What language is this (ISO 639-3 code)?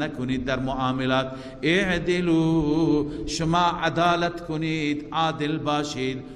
fas